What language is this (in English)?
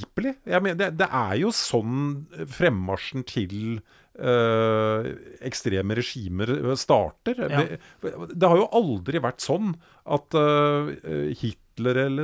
Norwegian